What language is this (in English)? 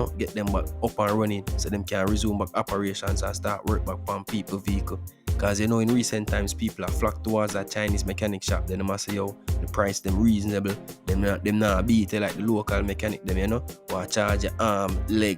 Jamaican Creole English